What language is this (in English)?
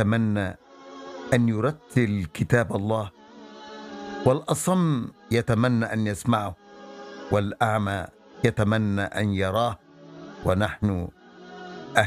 Arabic